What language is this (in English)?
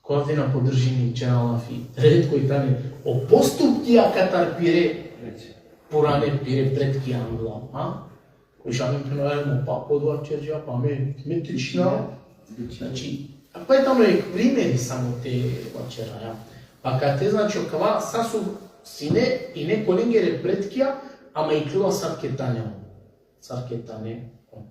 Balkan Romani